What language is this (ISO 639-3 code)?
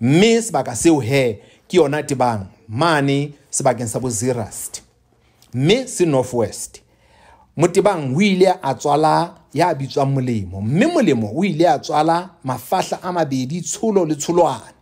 sot